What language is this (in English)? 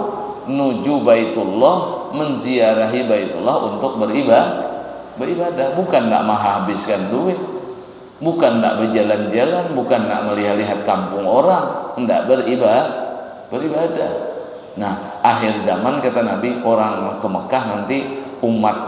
Banjar